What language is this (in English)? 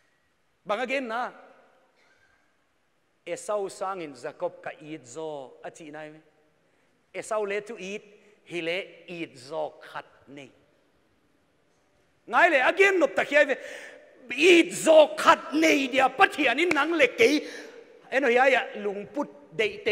Thai